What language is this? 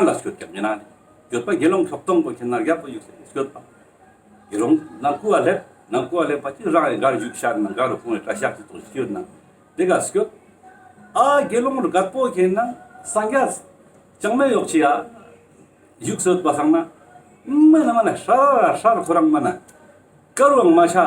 Ladakhi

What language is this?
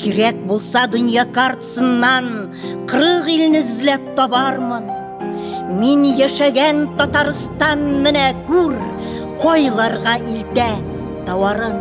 Tatar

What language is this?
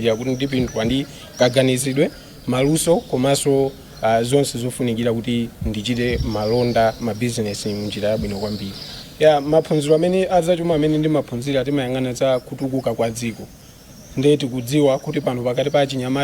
Nyanja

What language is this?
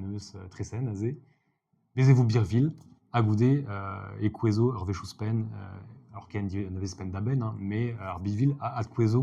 Breton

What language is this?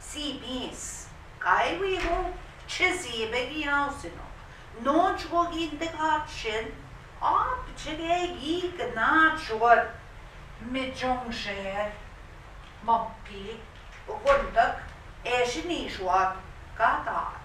Central Ojibwa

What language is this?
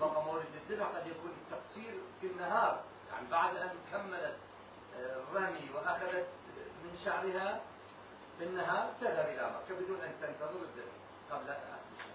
Mesopotamian Arabic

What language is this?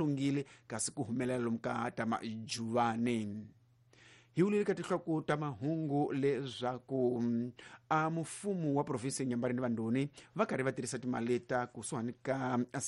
Tsonga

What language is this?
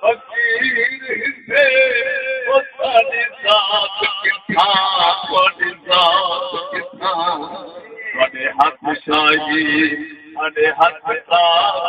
Saraiki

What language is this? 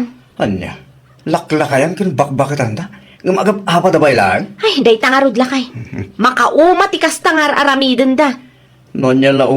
Iloko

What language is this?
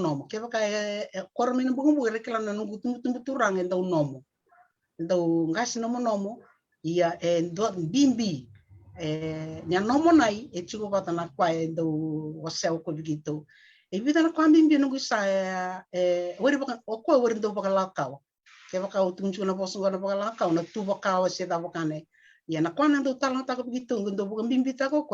Fijian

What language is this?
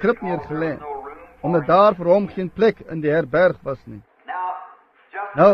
Afrikaans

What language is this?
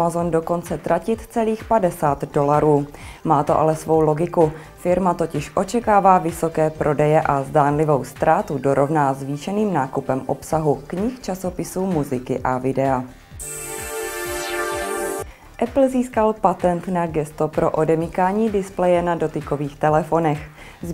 Czech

